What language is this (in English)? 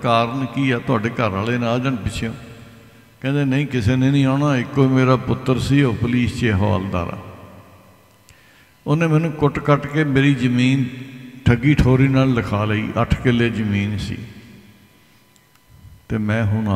Punjabi